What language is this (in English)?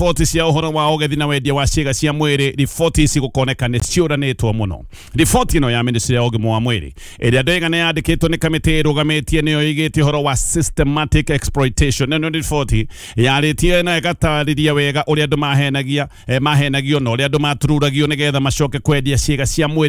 Kikuyu